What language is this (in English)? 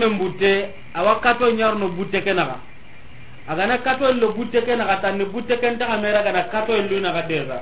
Soninke